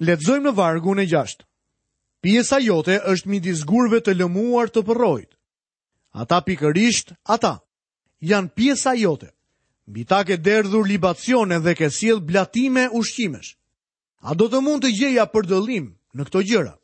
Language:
Albanian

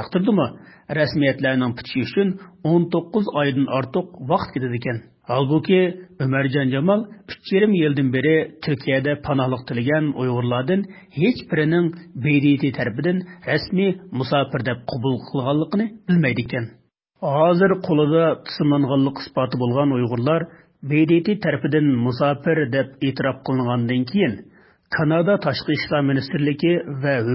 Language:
Uyghur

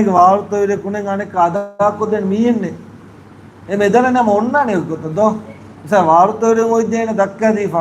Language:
Divehi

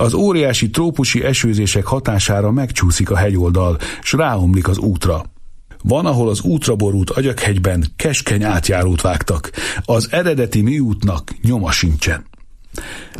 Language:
Hungarian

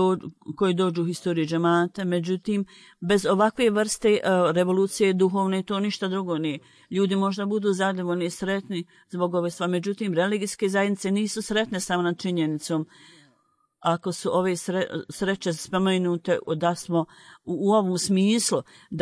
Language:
Bosnian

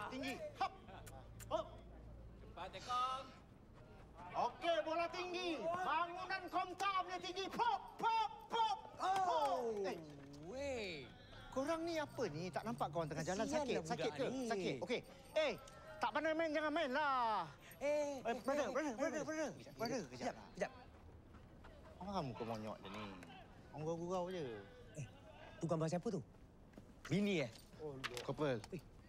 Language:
Malay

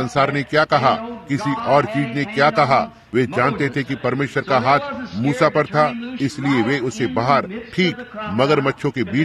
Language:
Hindi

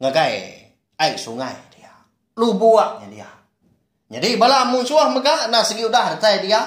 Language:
Iban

